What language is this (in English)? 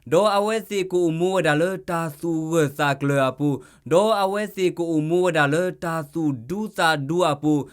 S'gaw Karen